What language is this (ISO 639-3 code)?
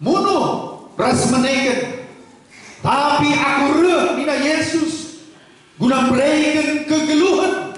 btx